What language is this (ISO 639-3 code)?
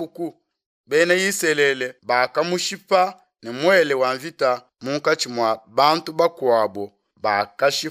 lua